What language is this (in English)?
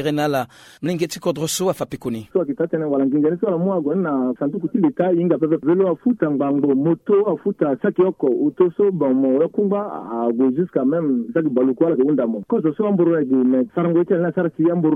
Sango